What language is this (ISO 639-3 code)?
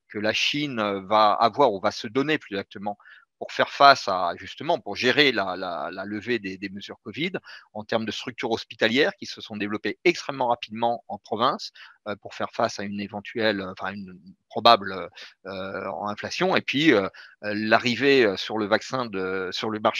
fra